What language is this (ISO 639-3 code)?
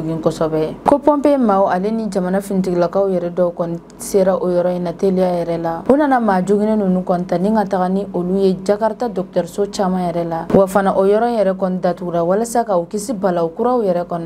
bam